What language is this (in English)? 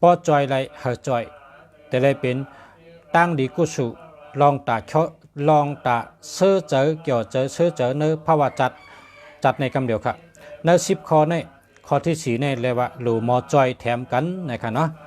Shan